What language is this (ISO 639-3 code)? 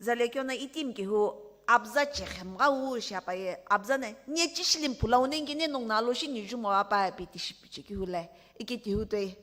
nsm